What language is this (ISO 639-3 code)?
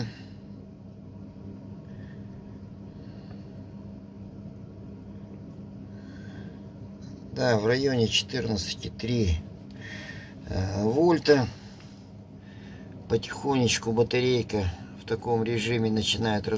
rus